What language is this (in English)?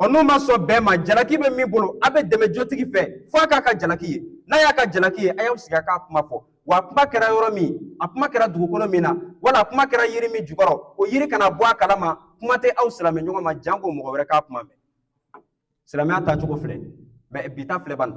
Bambara